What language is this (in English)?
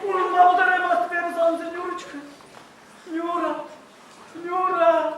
Chuvash